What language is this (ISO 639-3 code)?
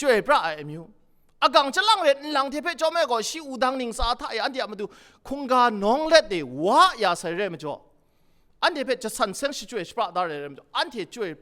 kac